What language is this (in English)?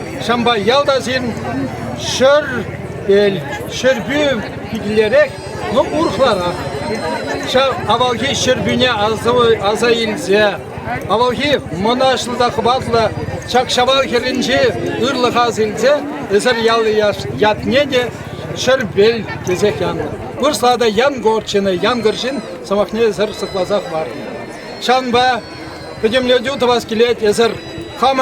Chuvash